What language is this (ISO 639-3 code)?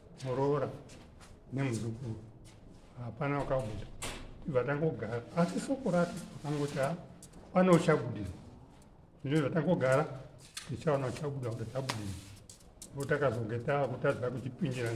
sna